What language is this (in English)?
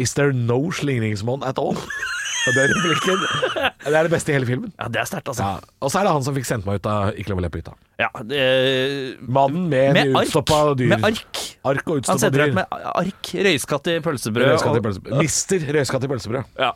Norwegian